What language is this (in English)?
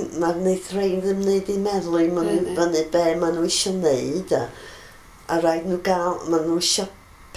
Welsh